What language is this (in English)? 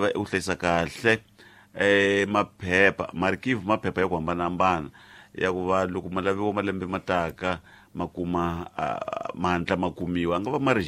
Tsonga